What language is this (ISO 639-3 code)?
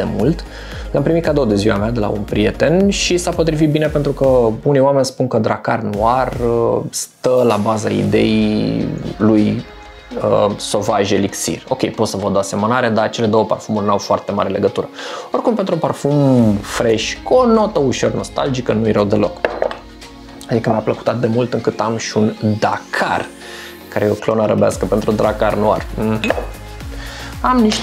ron